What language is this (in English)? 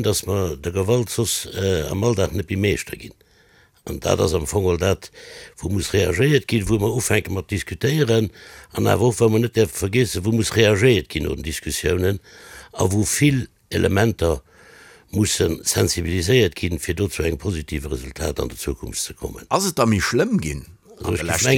Luxembourgish